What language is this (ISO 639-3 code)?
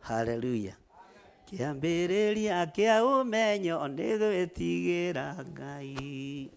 kik